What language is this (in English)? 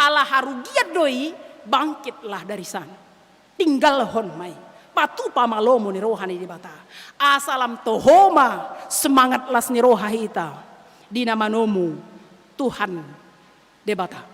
Batak Toba